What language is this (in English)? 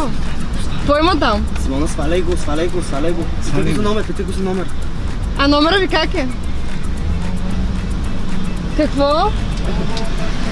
Bulgarian